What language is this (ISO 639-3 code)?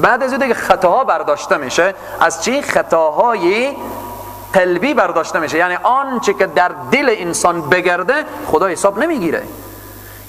fas